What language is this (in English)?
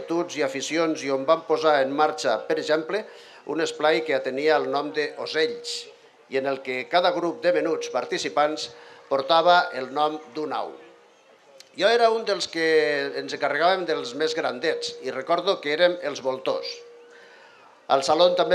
Catalan